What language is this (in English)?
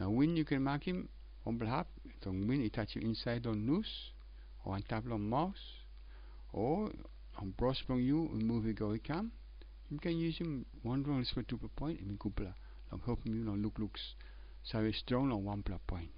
Tok Pisin